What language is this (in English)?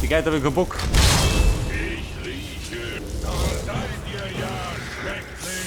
Bavarian